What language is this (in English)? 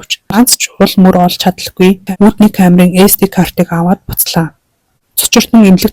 Mongolian